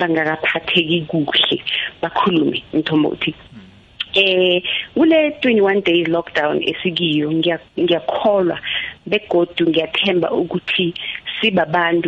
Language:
South Ndebele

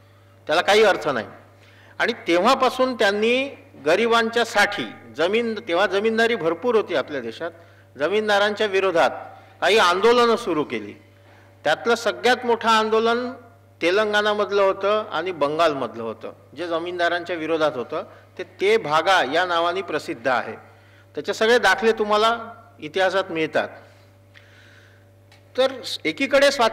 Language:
Marathi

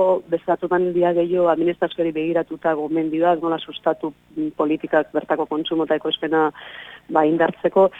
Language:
Basque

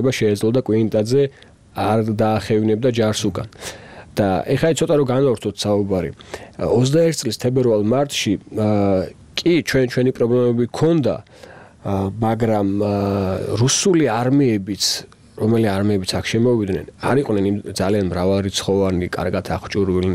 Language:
Georgian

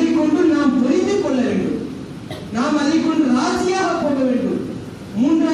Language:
Tamil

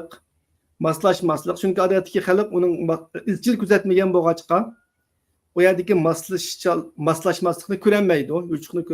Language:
Uyghur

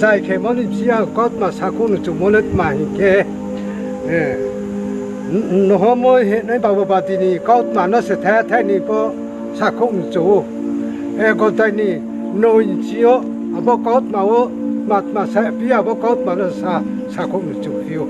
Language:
Riang (India)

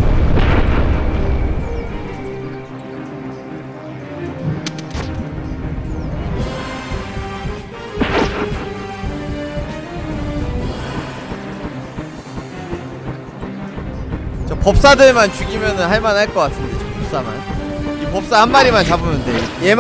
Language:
Korean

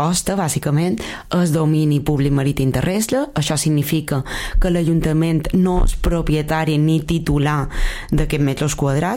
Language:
Catalan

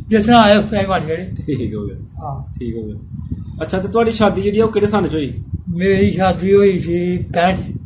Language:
Punjabi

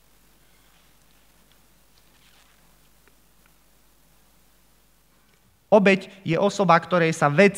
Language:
Slovak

